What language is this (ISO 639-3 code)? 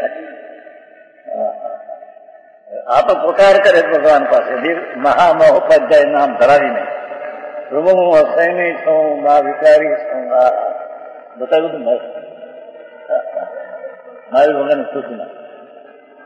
guj